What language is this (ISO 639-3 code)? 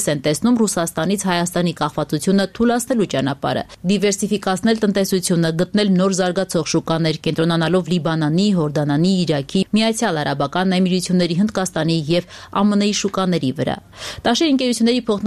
hye